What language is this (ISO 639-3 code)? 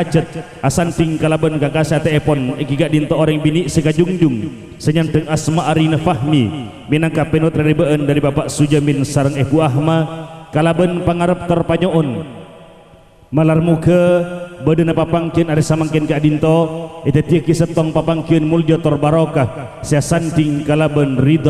mad